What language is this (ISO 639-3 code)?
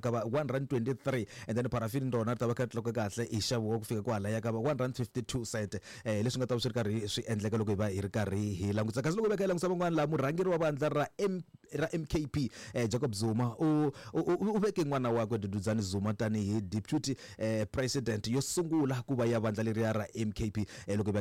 tso